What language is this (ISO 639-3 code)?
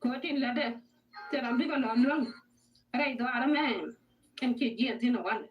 nus